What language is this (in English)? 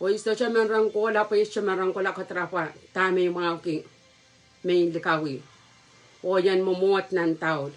Pohnpeian